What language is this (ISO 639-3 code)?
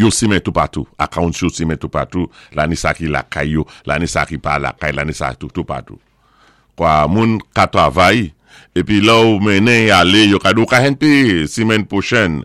acf